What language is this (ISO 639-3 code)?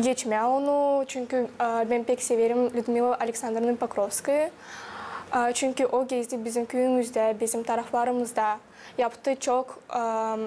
gag